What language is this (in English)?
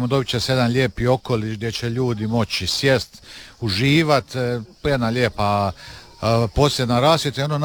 Croatian